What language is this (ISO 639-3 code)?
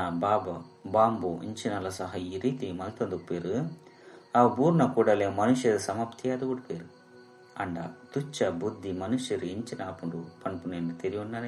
tcy